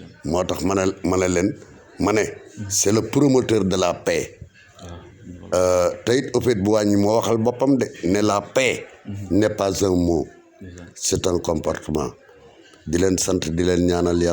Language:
Wolof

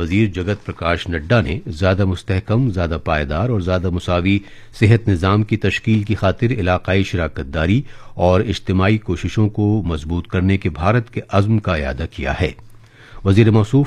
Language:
Urdu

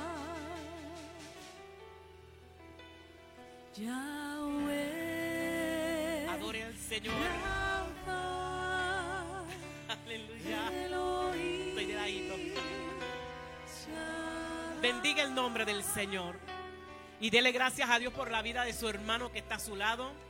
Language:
Spanish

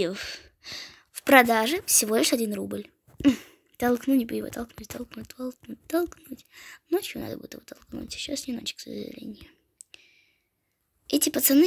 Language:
Russian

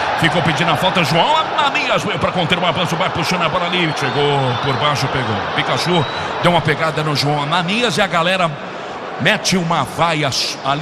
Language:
Portuguese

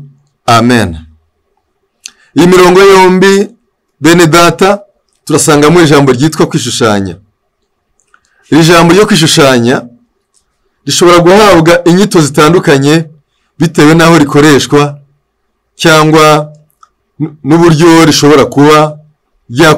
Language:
Kinyarwanda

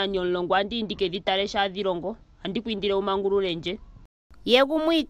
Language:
Ndonga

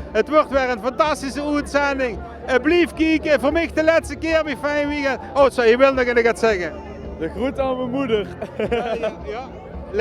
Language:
Limburgish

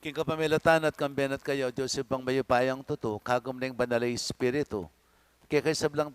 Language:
Pampanga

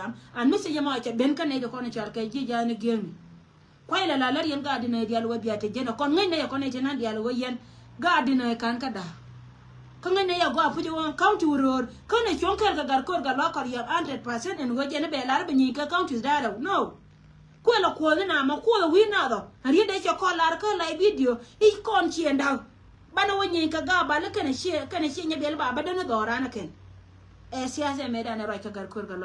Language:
Nuer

